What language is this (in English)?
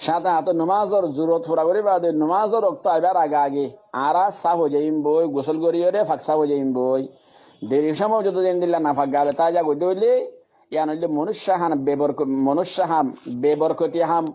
Rohingya